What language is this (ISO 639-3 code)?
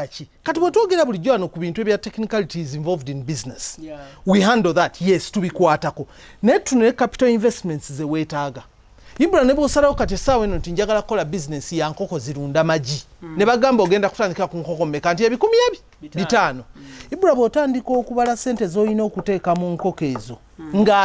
lug